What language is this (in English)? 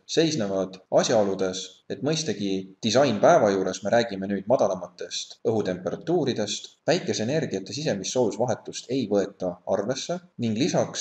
Estonian